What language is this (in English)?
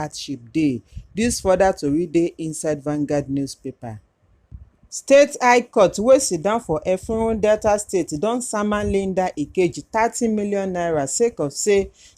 Nigerian Pidgin